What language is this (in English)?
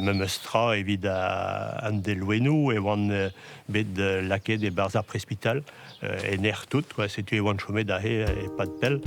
Breton